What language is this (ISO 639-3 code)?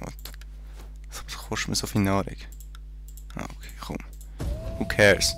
gsw